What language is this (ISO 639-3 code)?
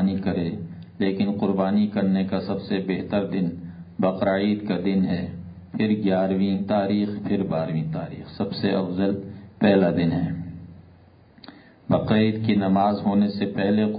urd